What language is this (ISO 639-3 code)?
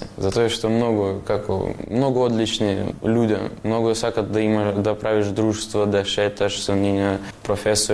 mkd